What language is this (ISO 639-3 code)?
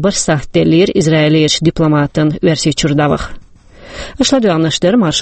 che